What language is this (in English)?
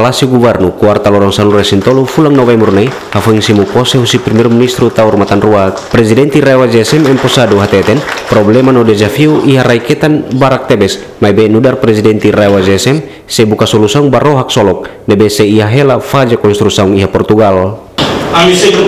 Tetum